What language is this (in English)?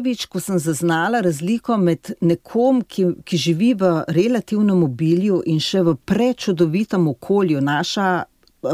Slovenian